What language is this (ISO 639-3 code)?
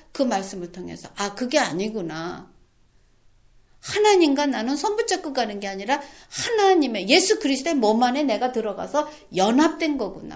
kor